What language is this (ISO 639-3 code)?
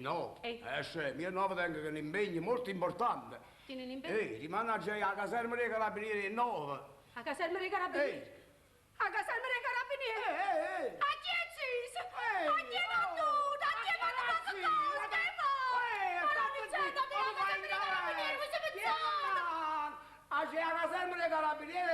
nap